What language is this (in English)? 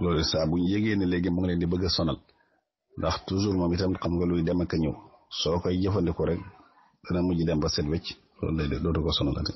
Wolof